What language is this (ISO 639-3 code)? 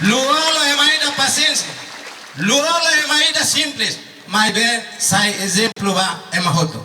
tet